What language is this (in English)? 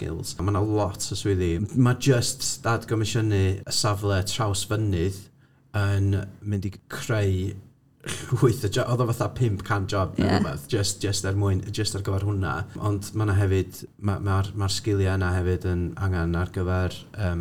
Welsh